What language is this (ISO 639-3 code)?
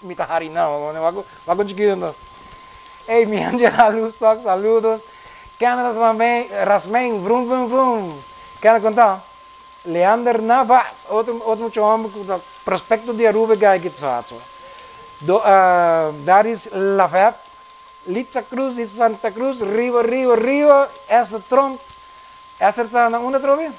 pap